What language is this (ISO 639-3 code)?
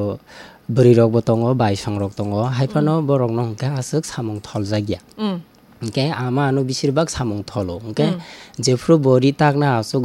trp